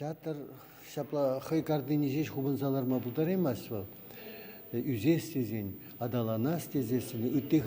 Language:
Chuvash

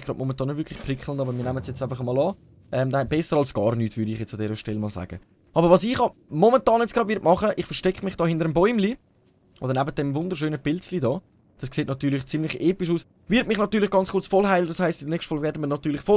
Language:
Swiss German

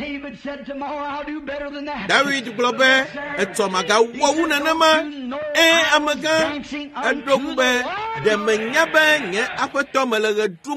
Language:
Ewe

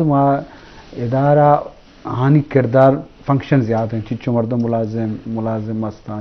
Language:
Eastern Balochi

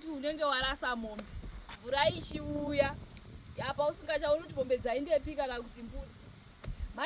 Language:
Shona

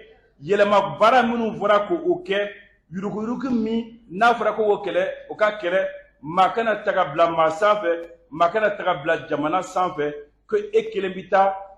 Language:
Bambara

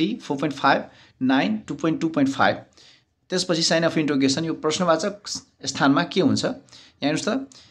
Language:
Nepali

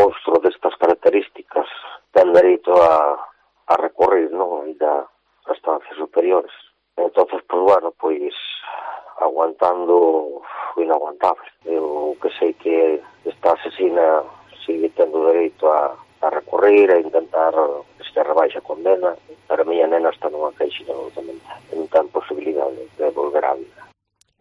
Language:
Galician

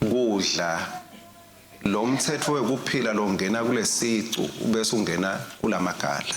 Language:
Swati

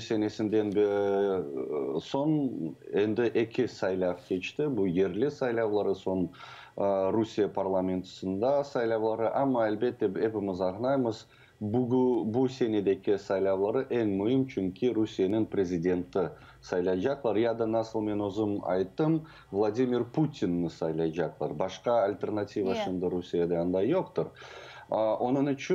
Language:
Crimean Tatar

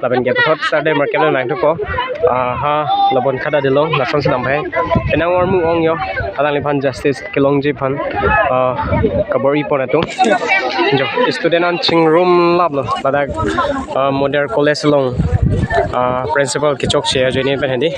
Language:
Karbi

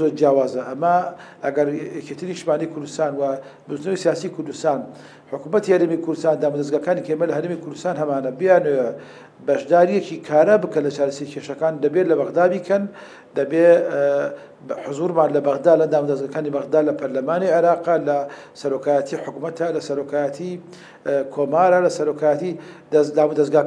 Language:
Central Kurdish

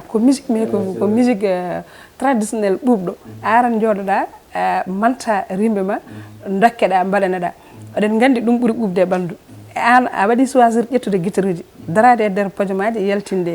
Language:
Fula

